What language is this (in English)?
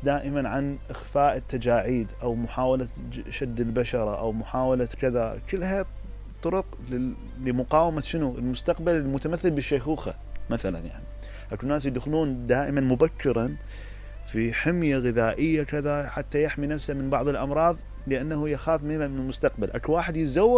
Mesopotamian Arabic